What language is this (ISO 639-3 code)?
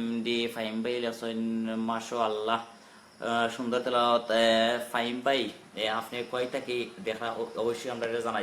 syl